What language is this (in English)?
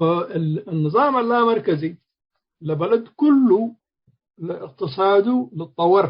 Tigre